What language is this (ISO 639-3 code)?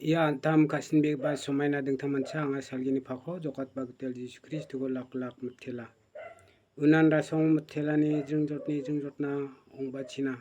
grt